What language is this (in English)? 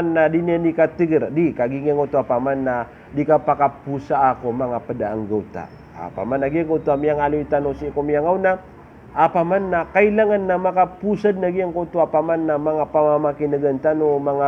Maranao